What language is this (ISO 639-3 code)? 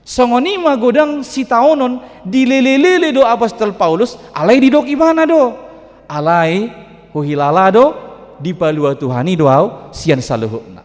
bbc